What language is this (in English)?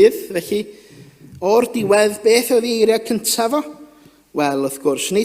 Welsh